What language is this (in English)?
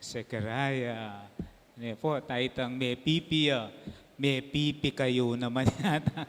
Pampanga